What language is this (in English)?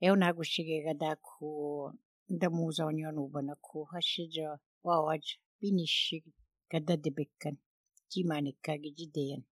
Slovenian